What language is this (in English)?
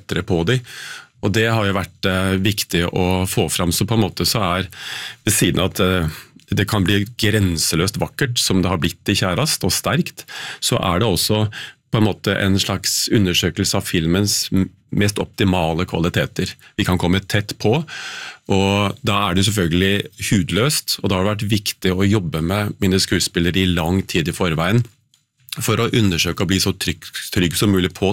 Norwegian